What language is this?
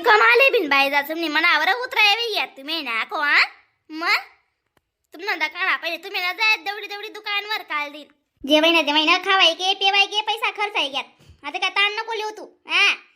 Khandesi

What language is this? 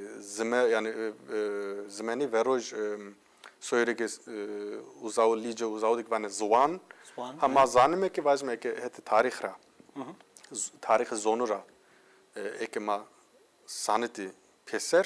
Zaza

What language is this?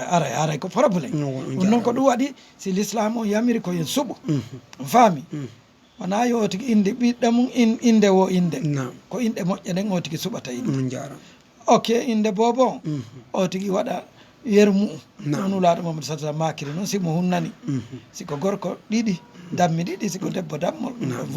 Fula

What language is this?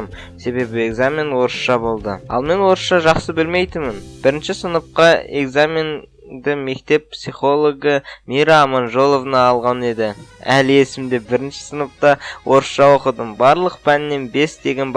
Kazakh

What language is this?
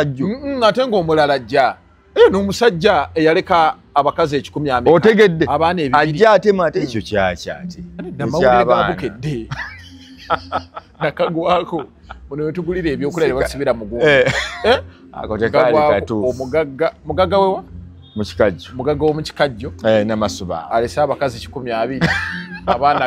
Ganda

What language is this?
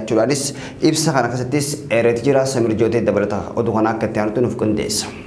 Oromo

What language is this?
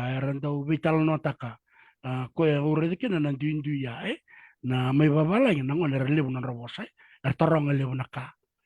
Fijian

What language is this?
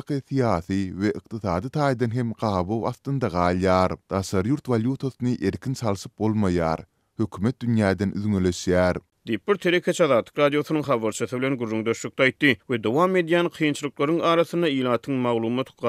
Turkmen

